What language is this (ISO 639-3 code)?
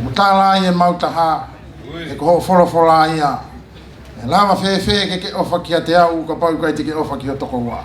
ton